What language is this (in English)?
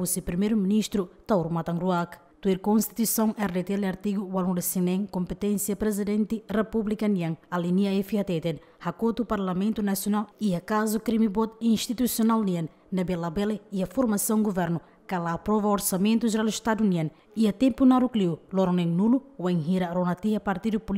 Tetum